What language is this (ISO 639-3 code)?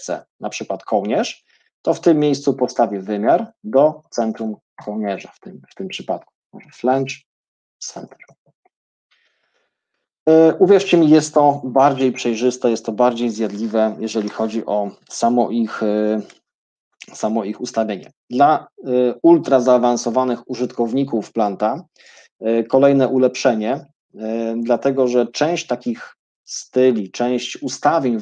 pol